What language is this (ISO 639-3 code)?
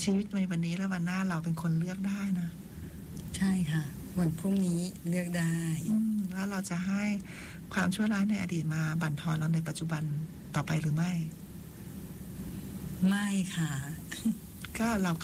tha